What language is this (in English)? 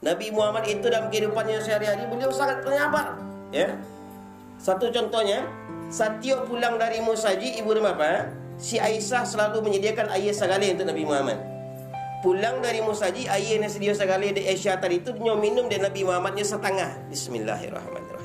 Minangkabau